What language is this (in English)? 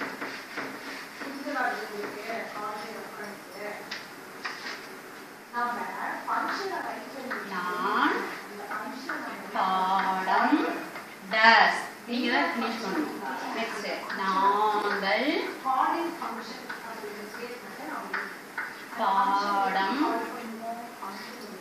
Tamil